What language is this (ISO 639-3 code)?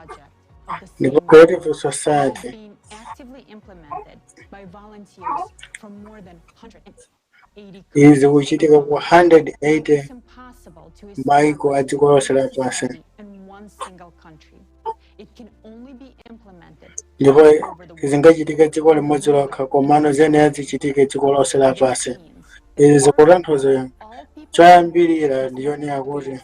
nya